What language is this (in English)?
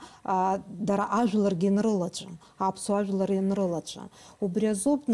Abkhazian